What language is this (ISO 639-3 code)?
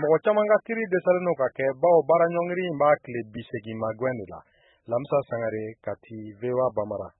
bam